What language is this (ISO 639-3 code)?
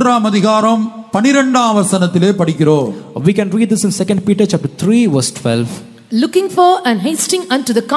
tam